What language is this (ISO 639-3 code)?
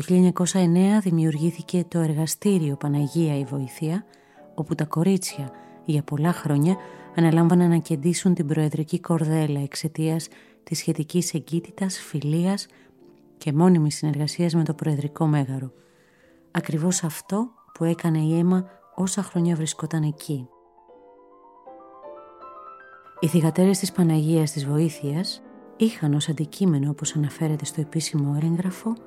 ell